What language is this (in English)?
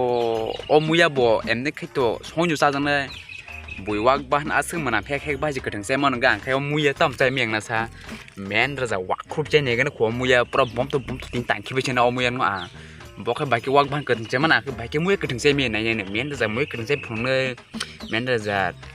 Kok Borok